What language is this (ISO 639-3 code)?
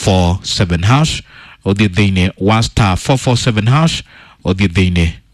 kik